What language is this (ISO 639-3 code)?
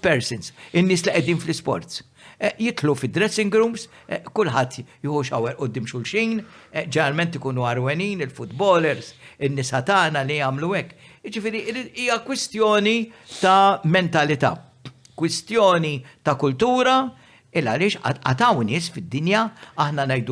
mlt